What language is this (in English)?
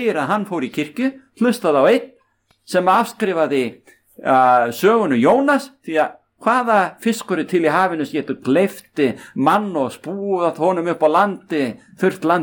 Icelandic